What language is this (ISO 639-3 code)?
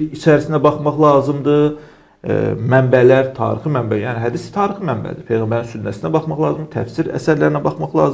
aze